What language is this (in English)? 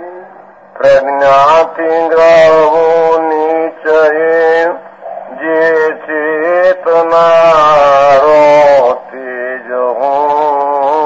Gujarati